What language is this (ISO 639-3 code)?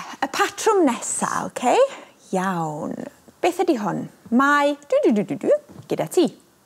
cym